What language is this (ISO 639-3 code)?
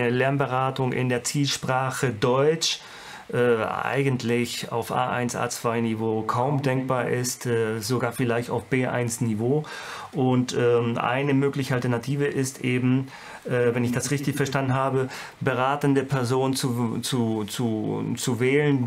deu